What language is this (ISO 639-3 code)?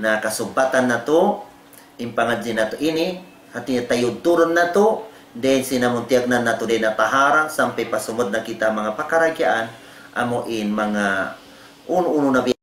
tsg